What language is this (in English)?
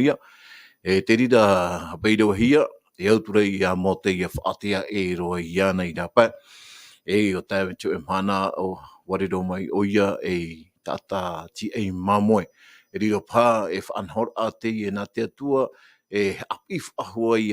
Tahitian